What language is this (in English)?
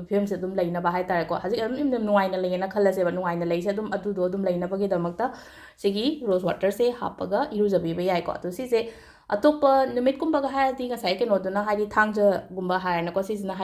Manipuri